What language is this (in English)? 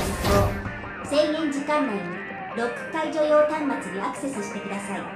Japanese